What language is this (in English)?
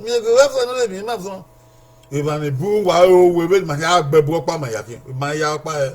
Bini